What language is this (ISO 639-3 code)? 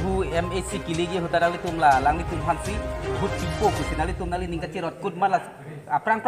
mjw